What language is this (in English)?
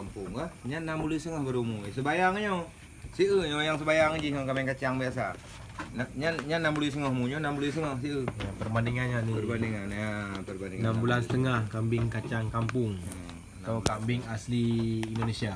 Achinese